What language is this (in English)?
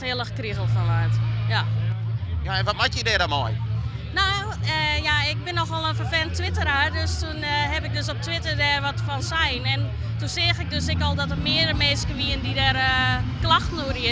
Western Frisian